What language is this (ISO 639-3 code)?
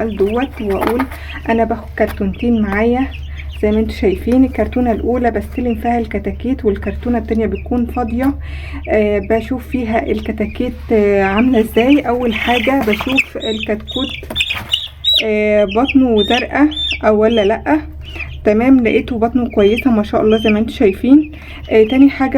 arz